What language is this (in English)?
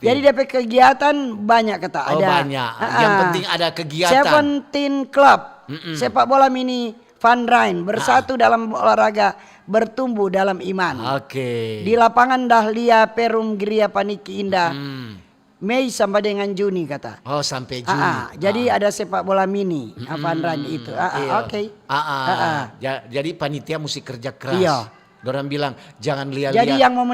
Manado Malay